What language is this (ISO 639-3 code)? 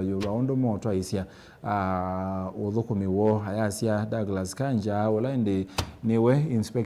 kam